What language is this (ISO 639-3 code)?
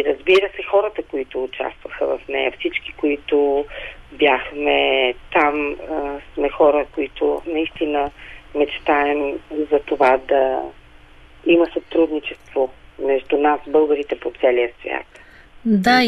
bul